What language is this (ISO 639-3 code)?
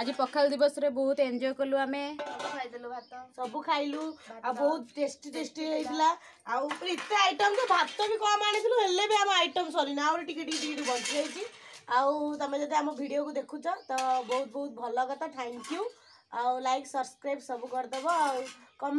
ori